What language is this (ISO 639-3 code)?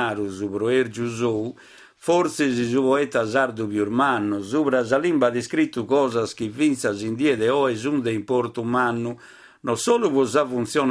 srd